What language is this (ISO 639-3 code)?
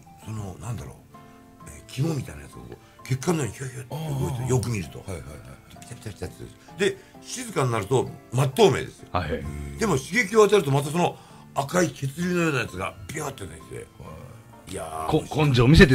jpn